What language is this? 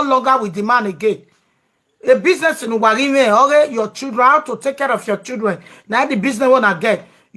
Nigerian Pidgin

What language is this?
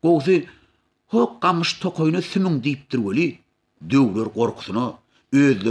Turkmen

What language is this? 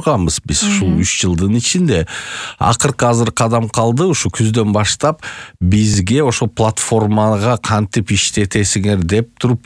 Kyrgyz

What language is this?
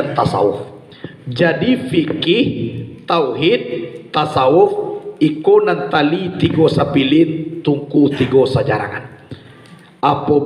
Minangkabau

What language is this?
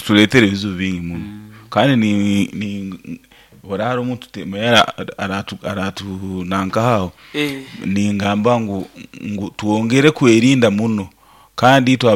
Nyoro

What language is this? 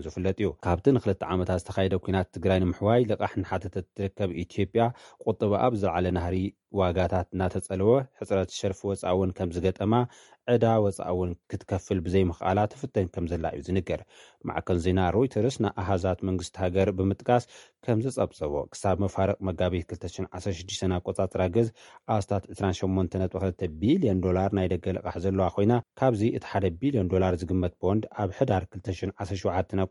Tigrinya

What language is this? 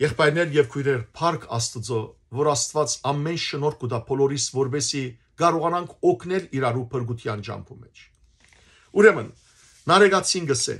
Western Armenian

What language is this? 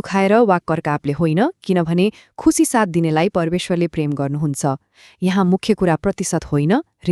Nepali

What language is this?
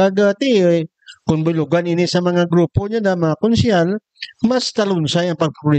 Hiligaynon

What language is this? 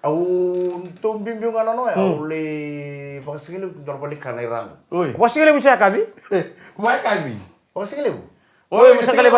Fijian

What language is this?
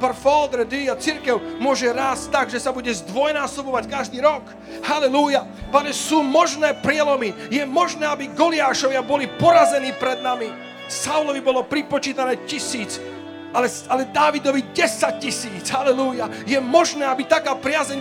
Slovak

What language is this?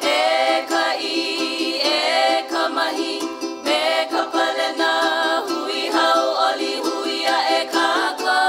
Hawaiian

